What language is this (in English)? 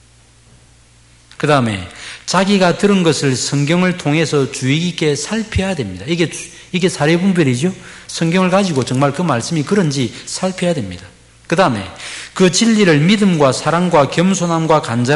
Korean